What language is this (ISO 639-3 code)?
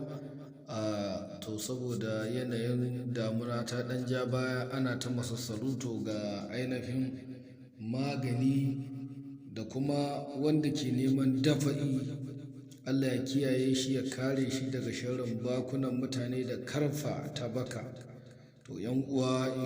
hau